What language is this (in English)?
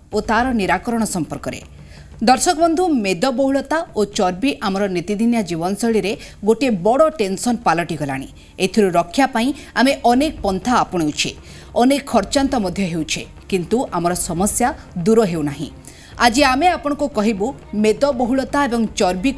Odia